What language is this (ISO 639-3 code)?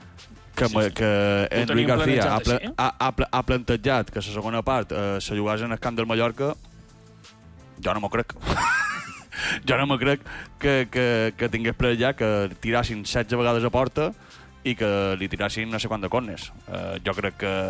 cat